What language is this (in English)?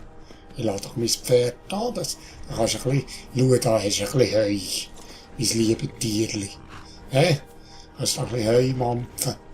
Swiss German